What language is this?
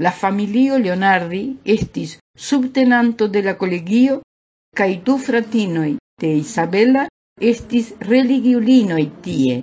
Esperanto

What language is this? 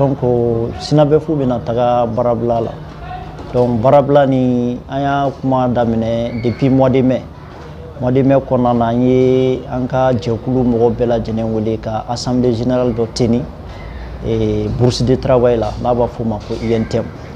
Bambara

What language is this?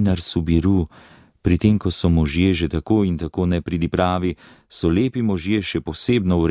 Slovenian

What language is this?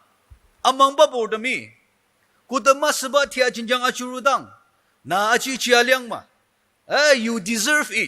Ao Naga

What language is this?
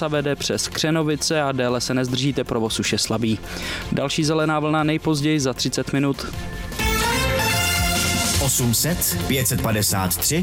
Czech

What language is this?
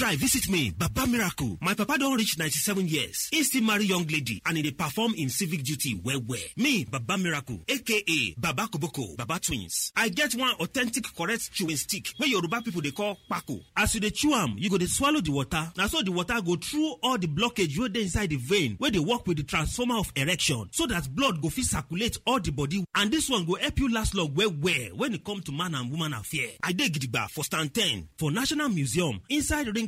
Nigerian Pidgin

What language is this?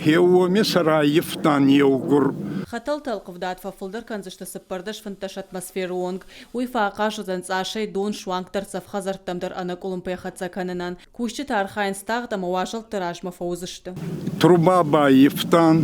Ossetic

